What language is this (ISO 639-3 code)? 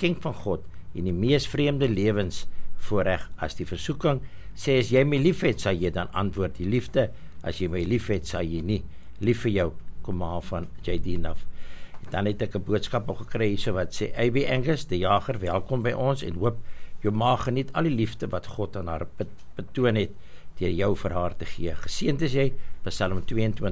afr